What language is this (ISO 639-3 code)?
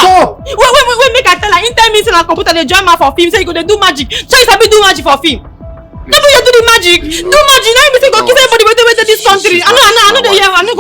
pcm